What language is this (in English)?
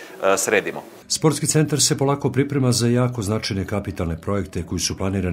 Serbian